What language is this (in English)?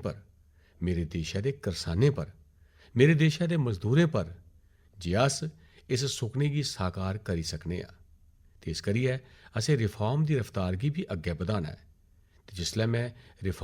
Dogri